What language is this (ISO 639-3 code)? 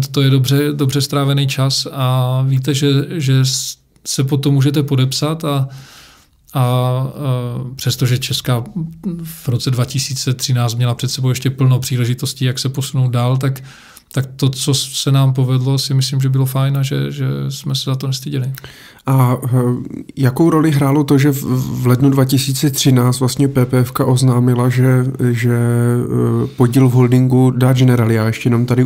ces